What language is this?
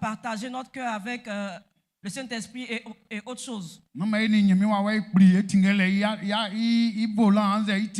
Baoulé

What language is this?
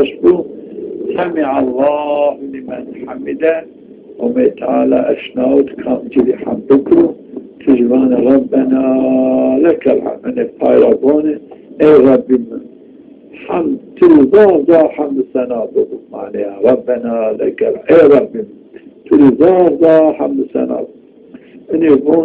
Zaza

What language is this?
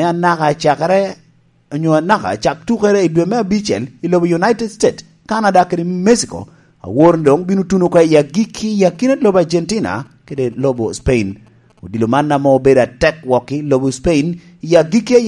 Lango (Uganda)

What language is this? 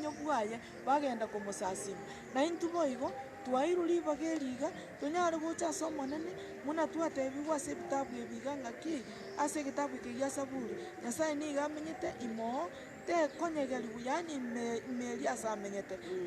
Gusii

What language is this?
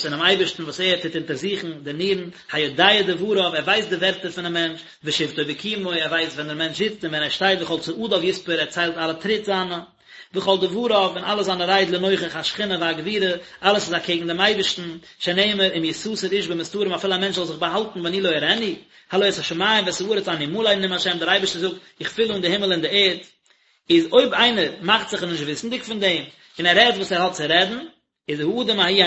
Yiddish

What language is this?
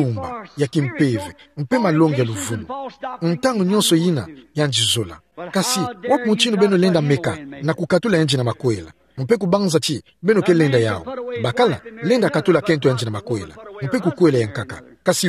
Kituba (Democratic Republic of Congo)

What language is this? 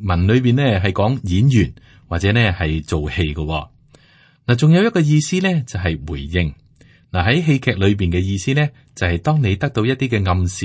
Cantonese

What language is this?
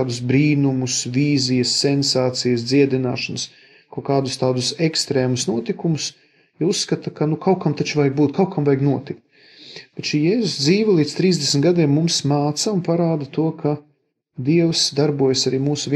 Latvian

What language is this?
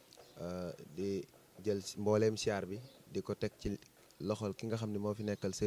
Wolof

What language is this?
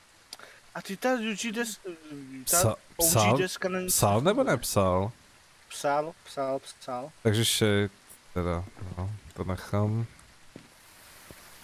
Czech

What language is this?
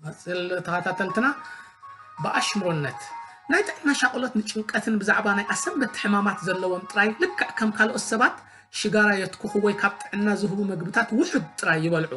Tigrinya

